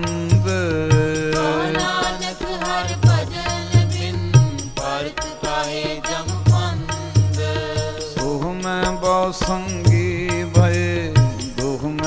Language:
Punjabi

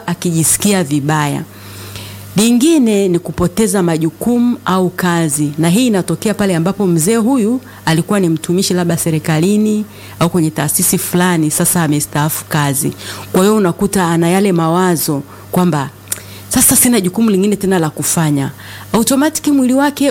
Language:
Swahili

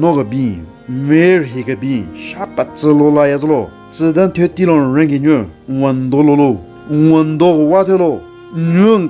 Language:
Southern Rengma Naga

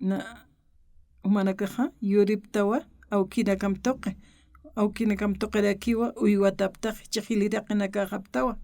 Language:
Aymara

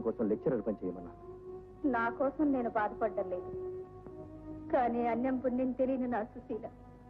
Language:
Telugu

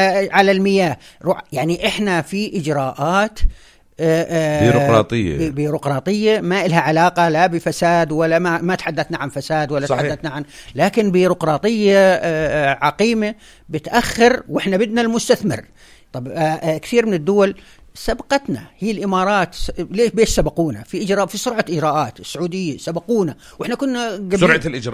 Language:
North Levantine Arabic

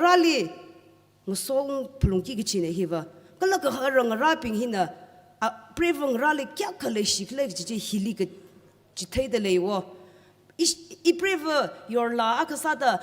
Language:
Tangkhul Naga (India)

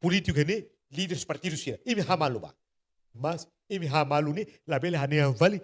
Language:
Tetum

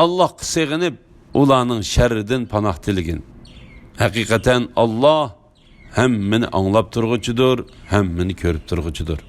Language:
Uyghur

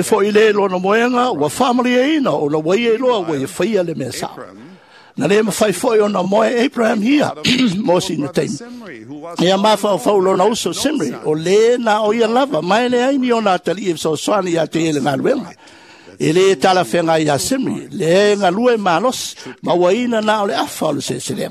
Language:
Samoan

